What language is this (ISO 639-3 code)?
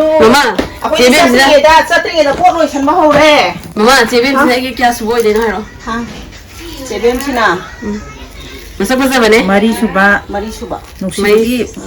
mni